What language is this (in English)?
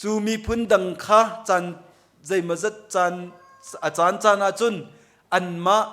Hakha Chin